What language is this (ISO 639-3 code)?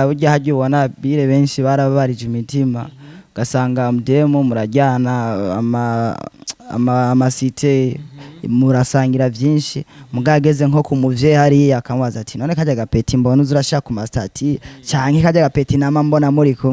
run